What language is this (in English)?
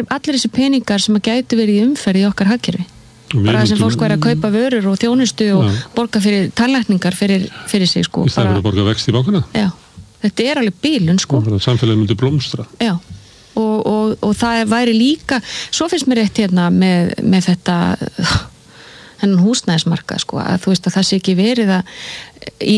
Icelandic